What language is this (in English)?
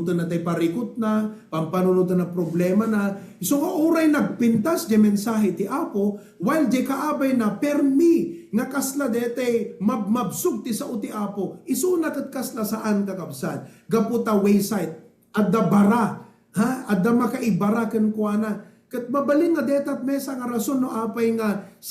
Iloko